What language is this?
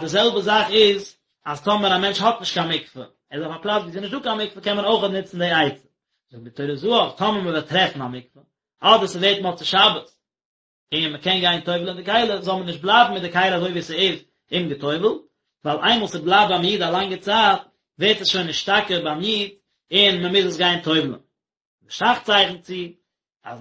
Yiddish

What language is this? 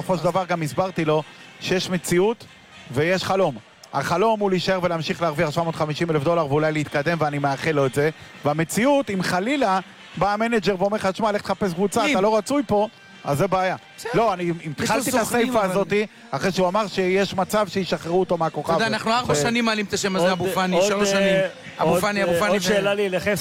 Hebrew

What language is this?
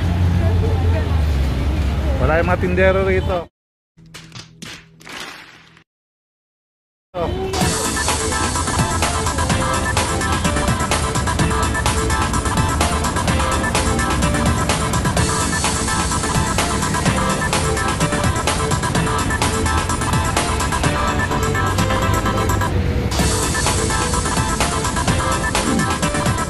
Filipino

